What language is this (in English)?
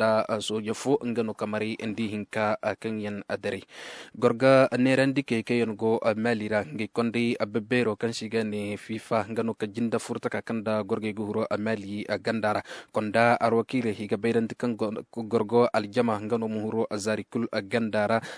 Koyraboro Senni